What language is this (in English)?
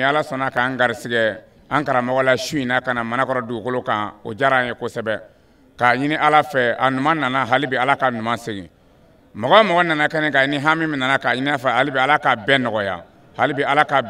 Bambara